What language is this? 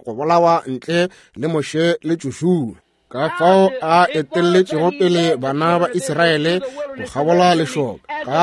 Northern Sotho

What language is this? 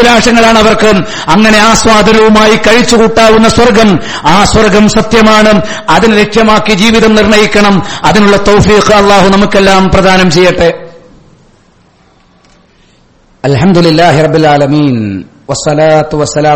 Malayalam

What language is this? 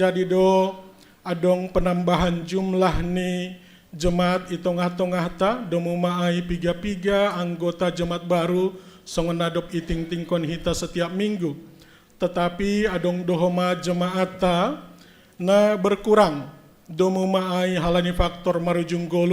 Batak Simalungun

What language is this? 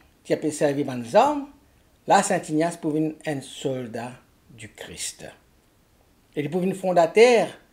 Morisyen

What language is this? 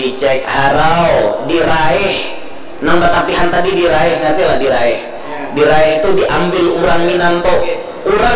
Banjar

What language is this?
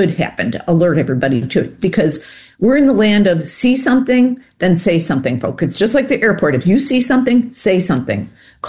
English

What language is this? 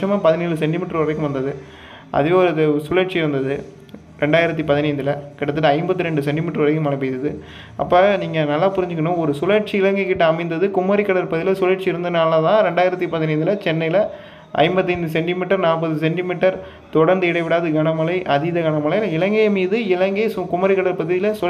Tamil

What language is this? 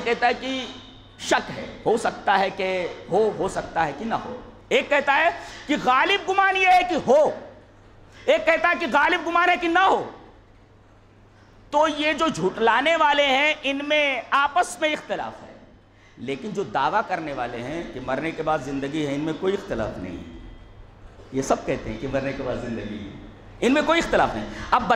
Urdu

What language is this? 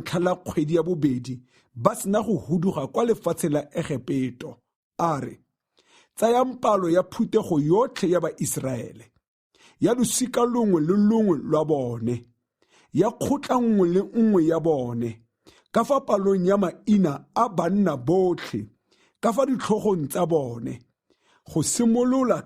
Tswana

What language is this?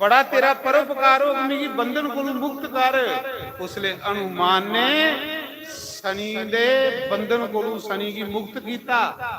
Dogri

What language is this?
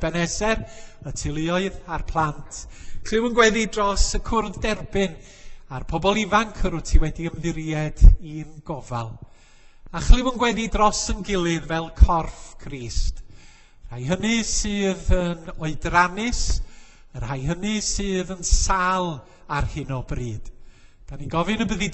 Welsh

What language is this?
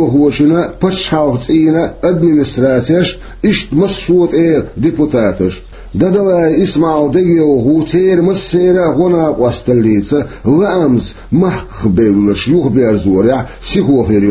Chechen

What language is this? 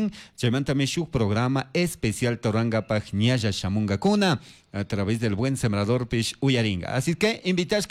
Chimborazo Highland Quichua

